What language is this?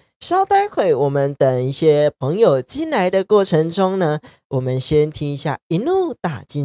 Min Nan Chinese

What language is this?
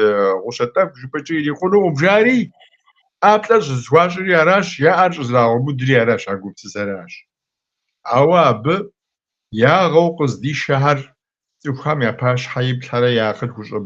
Kabardian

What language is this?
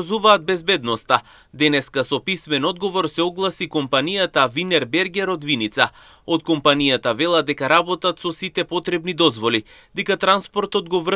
Macedonian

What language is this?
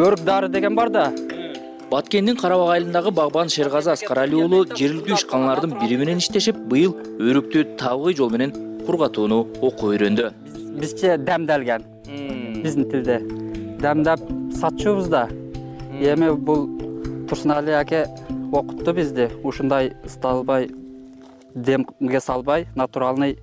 Kyrgyz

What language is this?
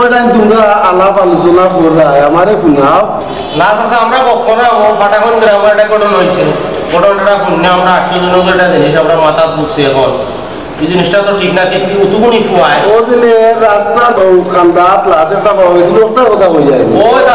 Sylheti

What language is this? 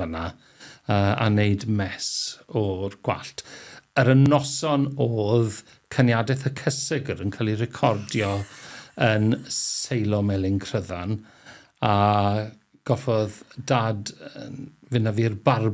Welsh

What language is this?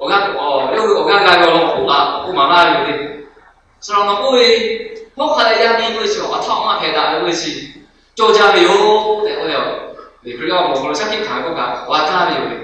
Lahu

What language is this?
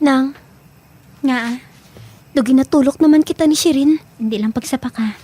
Hiligaynon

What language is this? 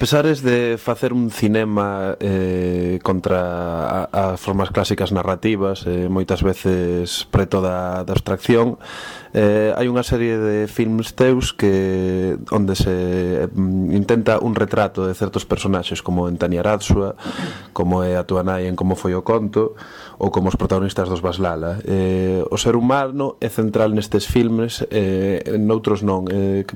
Galician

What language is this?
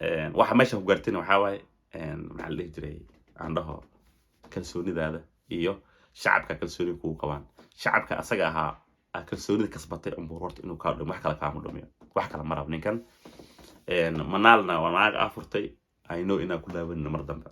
Somali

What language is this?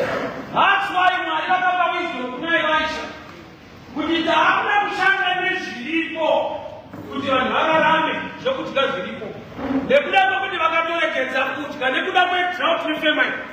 Shona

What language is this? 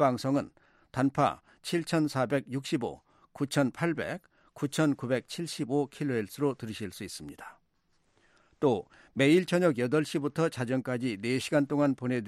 Korean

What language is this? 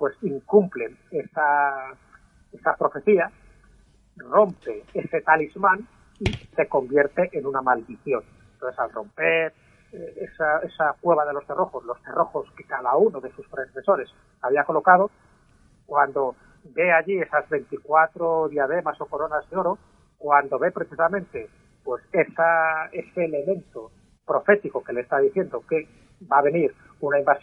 Spanish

